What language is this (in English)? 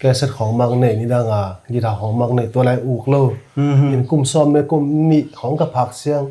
Tedim Chin